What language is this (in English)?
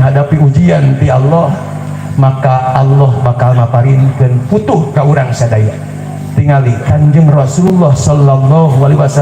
Sundanese